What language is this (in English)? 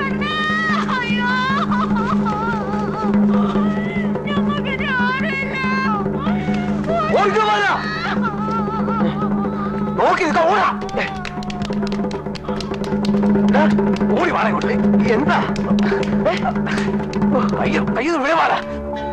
Malayalam